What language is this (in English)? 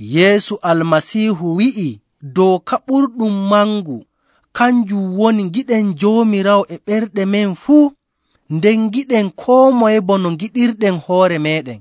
Nigerian Fulfulde